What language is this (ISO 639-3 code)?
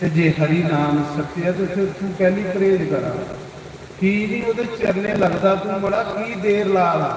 doi